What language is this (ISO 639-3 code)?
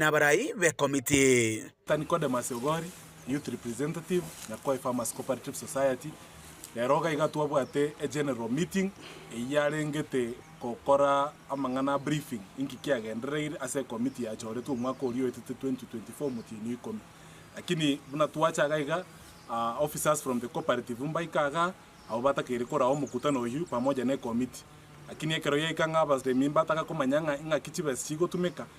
guz